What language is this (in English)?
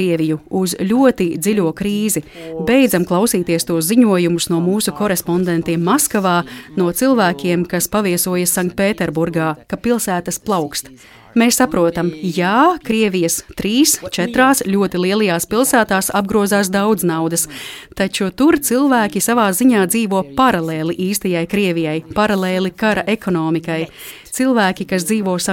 Latvian